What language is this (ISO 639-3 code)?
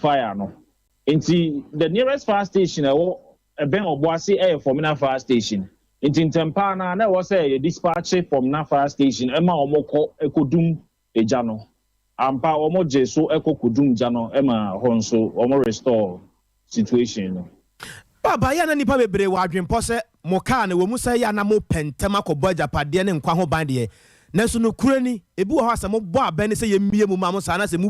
aka